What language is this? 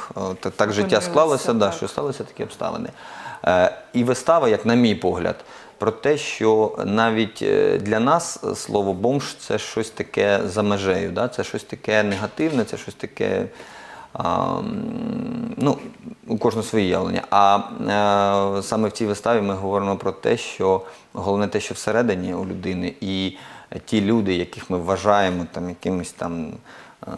Ukrainian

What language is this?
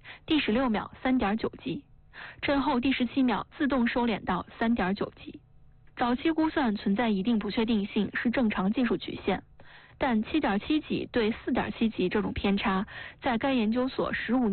Chinese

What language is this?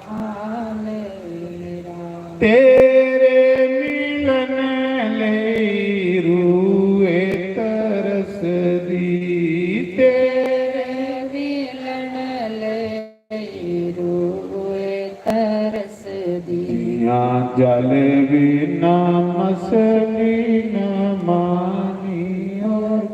Dogri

